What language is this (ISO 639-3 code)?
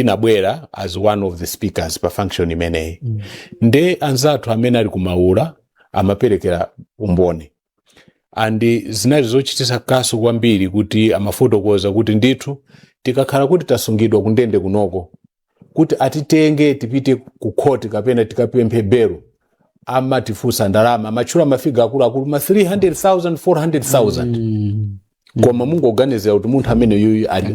nya